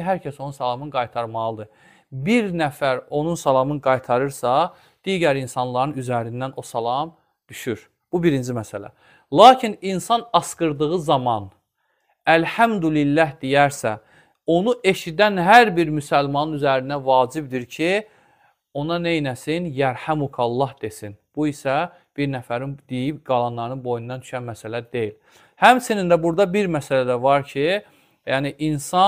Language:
Azerbaijani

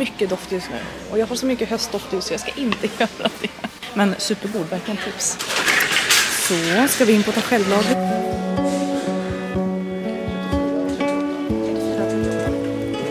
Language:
Swedish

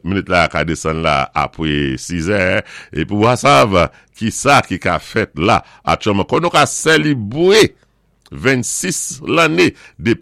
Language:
Saint Lucian Creole French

